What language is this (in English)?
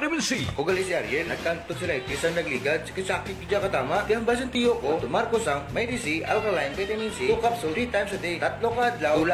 Hiligaynon